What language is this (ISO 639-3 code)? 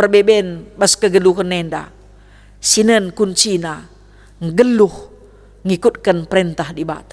btx